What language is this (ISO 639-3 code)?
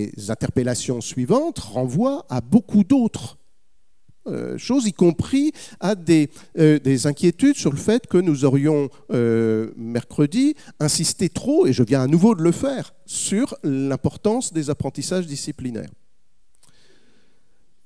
fra